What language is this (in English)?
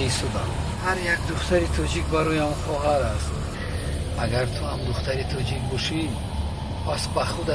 Tajik